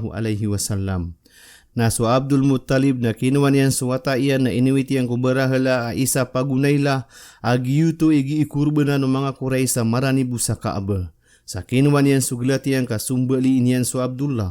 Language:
Maranao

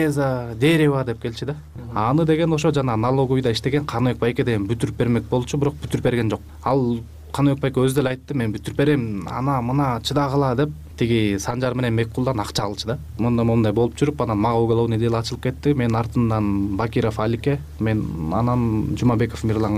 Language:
Kyrgyz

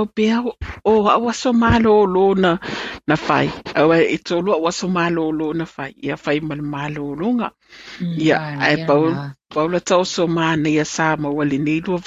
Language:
Samoan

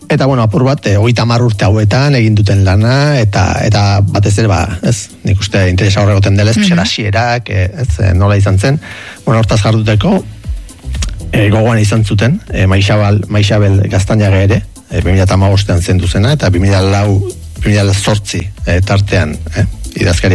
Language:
Basque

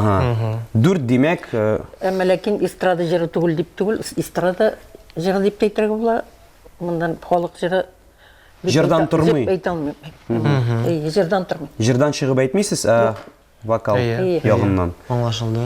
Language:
Tatar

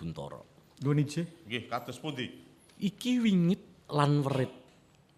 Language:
Javanese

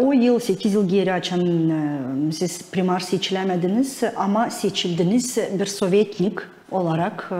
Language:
Gagauz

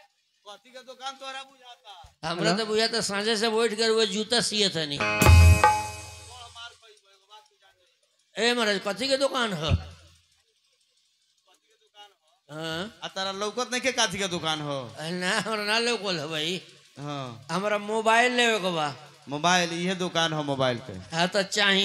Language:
Bhojpuri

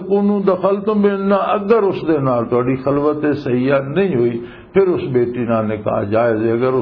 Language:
Western Panjabi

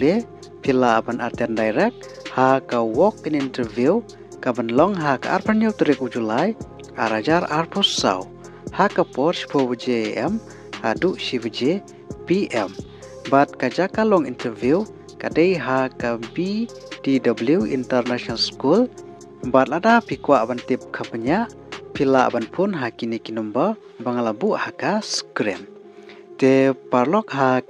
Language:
Khasi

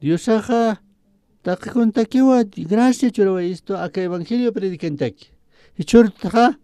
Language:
Aymara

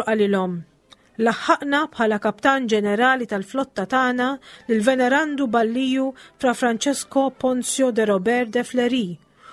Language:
Maltese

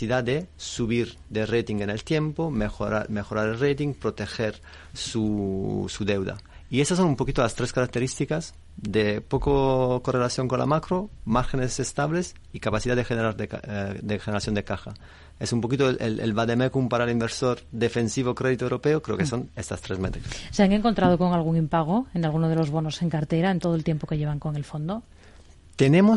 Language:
Spanish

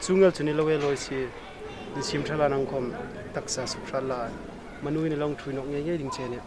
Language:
Hmar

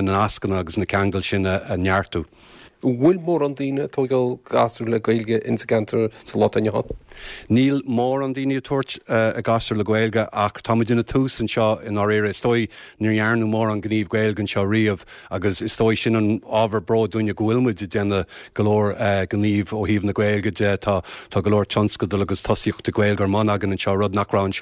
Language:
Irish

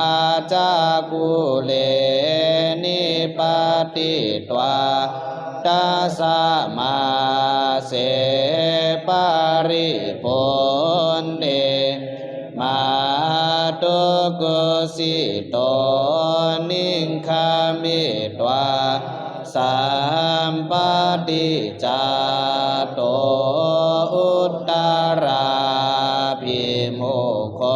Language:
Pali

